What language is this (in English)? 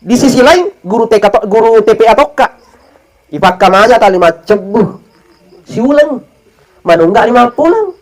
Buginese